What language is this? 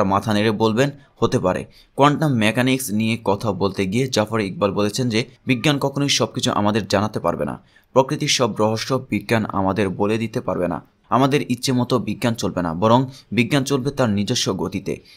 Bangla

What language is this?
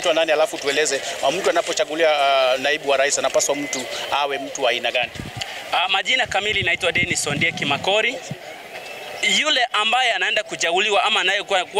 Swahili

